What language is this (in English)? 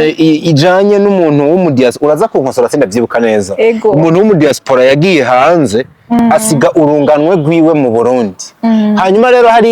Rundi